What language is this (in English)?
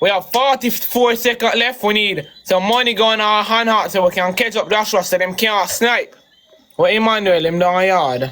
Jamaican Creole English